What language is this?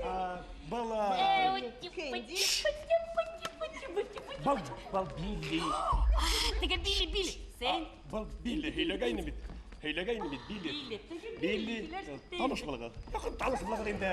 Bashkir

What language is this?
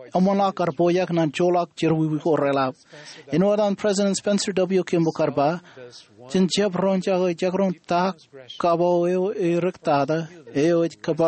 Marshallese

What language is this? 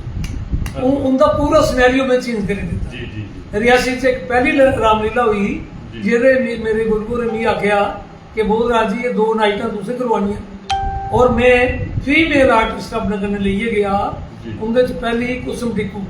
Dogri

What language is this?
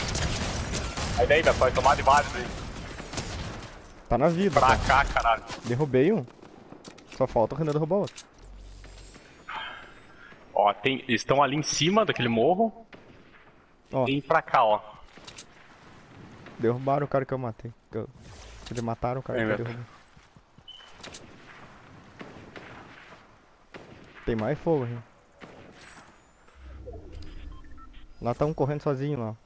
Portuguese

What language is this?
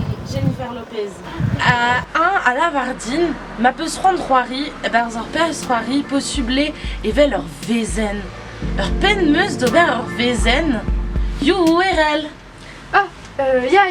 Breton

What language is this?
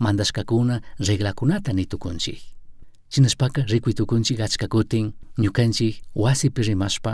Chimborazo Highland Quichua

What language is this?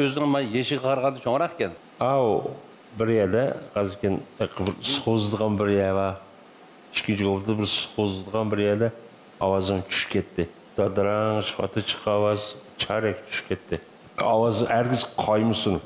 Uyghur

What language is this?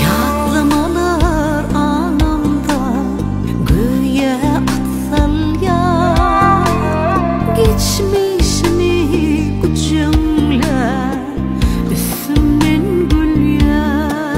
Turkmen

